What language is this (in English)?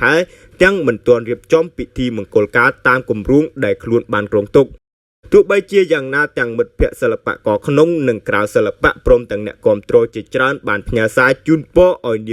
Khmer